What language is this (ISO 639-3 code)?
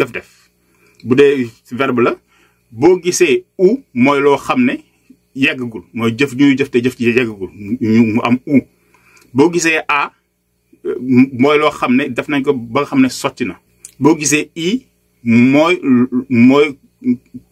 wol